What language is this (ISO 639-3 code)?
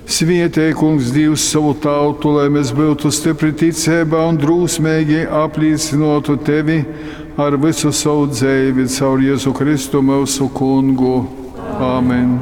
ltg